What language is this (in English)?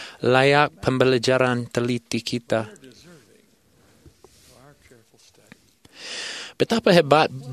Malay